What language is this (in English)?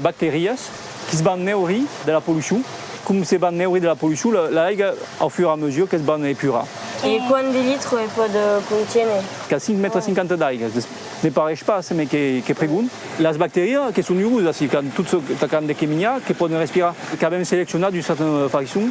Occitan